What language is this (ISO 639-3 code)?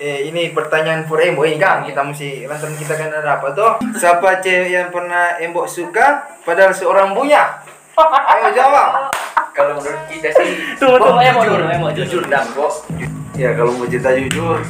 xmm